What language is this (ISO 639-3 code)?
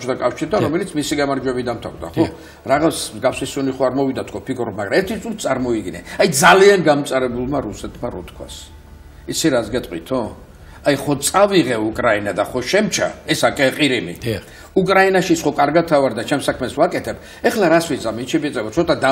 kat